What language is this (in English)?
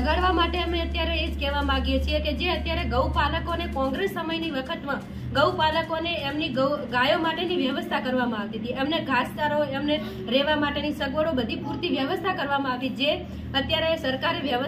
Gujarati